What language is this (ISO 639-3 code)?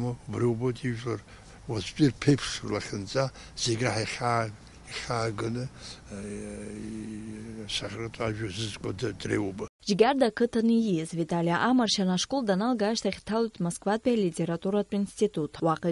abk